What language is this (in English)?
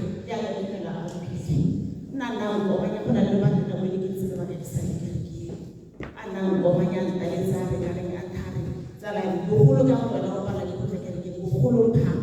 Tswana